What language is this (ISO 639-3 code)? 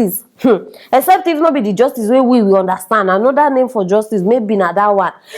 pcm